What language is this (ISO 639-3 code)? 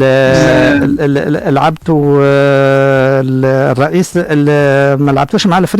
aeb